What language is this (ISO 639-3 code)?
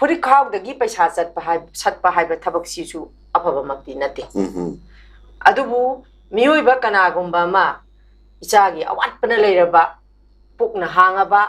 mni